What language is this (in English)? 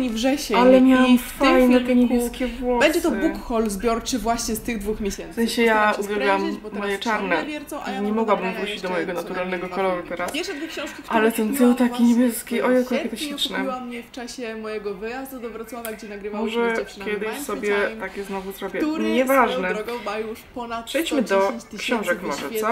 Polish